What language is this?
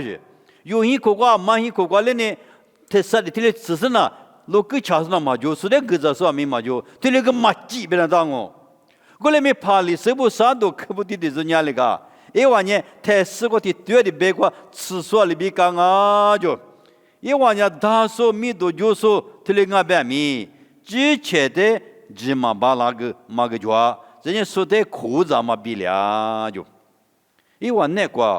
Lisu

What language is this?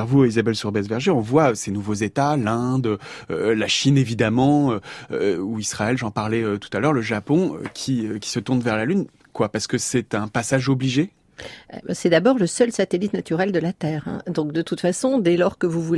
French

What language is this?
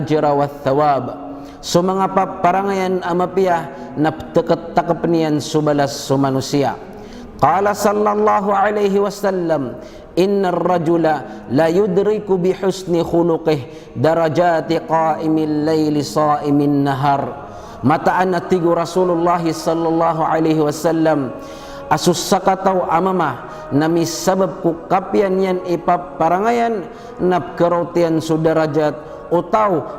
Maranao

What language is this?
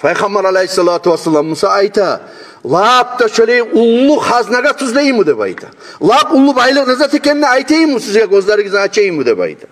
Kumyk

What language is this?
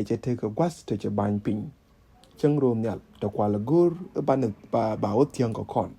Nuer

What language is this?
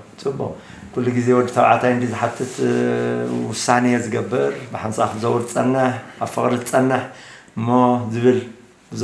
Tigrinya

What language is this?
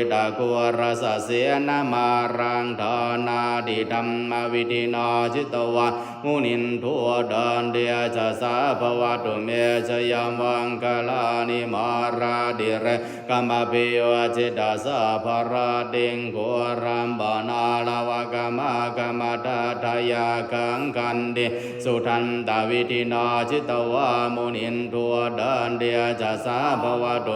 Pali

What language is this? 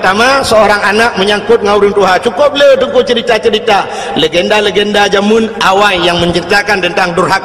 Achinese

